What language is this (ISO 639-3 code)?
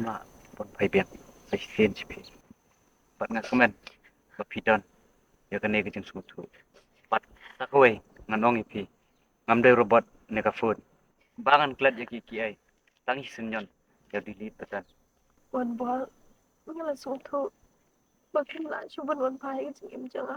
kha